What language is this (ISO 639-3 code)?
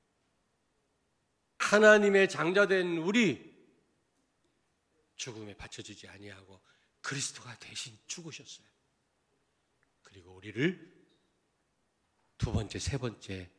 kor